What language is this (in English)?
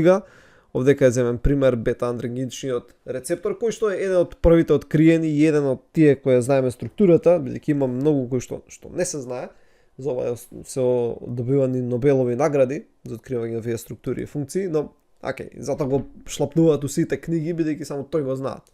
Macedonian